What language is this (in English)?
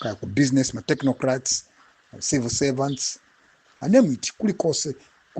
Nyanja